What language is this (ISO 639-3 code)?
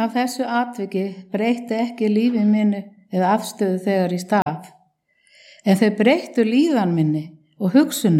isl